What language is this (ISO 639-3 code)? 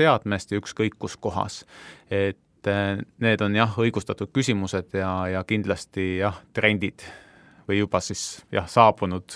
est